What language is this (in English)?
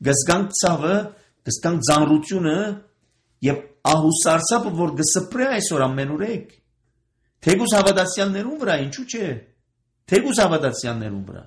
Armenian